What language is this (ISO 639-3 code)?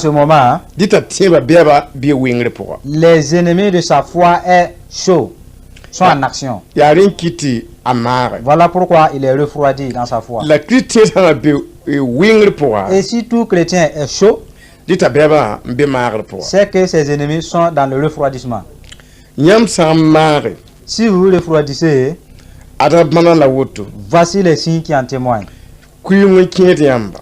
mos